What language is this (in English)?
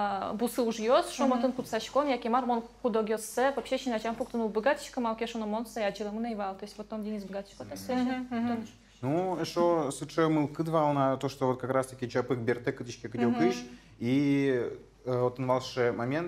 Udmurt